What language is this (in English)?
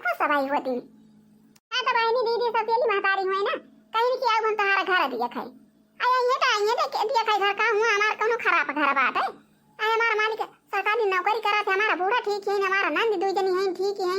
Awadhi